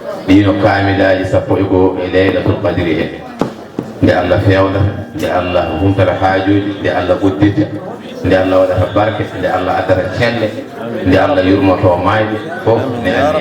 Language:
Fula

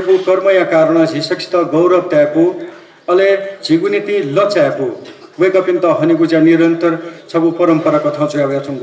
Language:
Newari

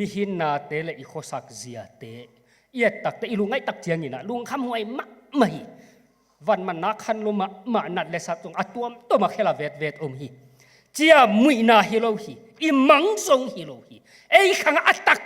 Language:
Tedim Chin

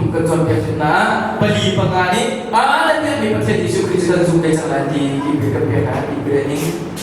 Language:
Hakha Chin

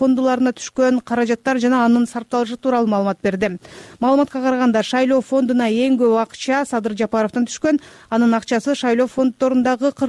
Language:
Kyrgyz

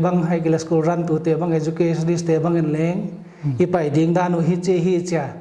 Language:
Paite Chin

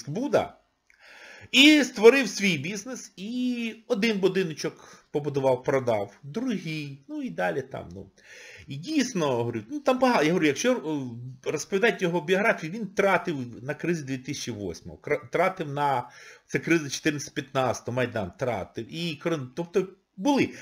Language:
Ukrainian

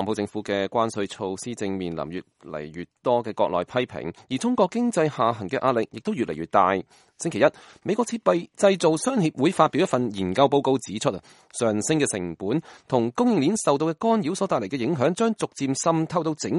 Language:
Cantonese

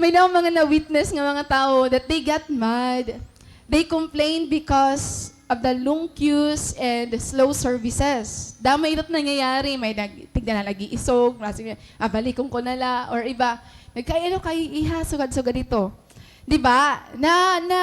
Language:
Waray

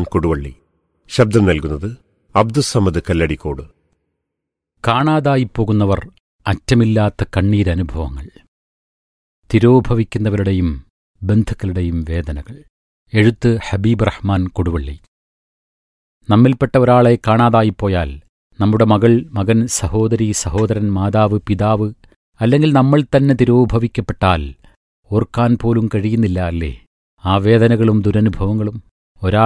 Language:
Malayalam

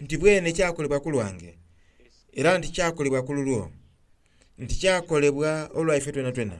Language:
Soga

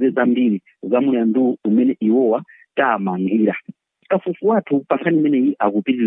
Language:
Nyanja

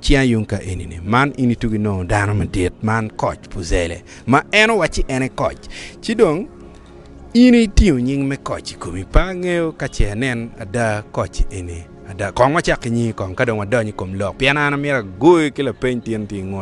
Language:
Acoli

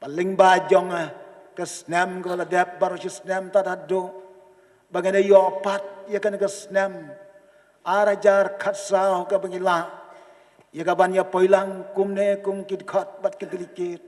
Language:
Khasi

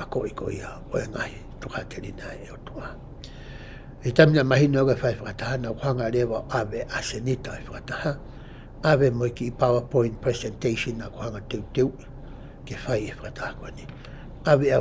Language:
Tongan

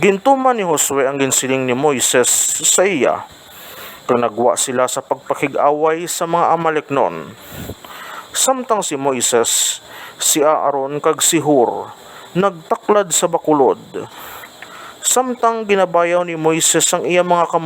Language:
Hiligaynon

